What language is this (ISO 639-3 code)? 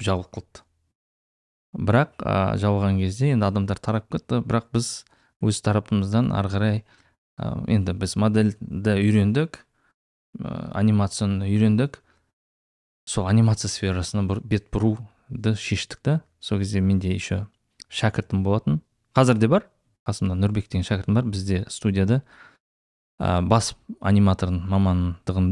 kaz